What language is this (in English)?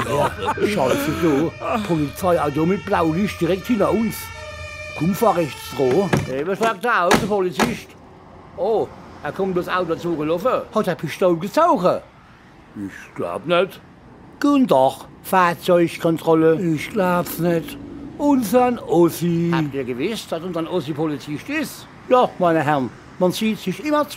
Palatine German